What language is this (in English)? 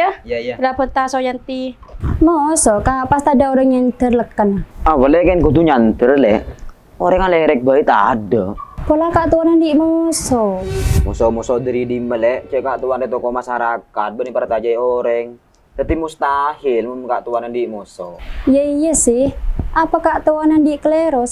Madurese